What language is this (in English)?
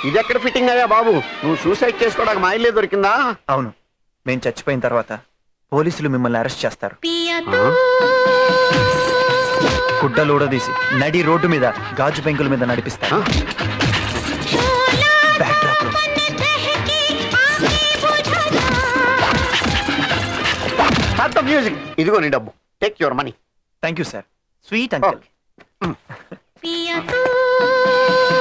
Telugu